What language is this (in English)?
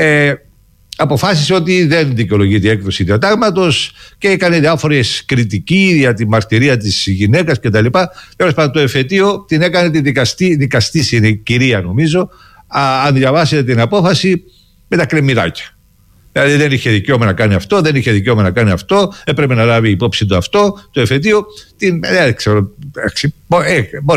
Greek